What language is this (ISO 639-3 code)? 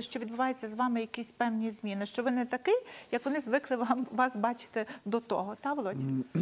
ukr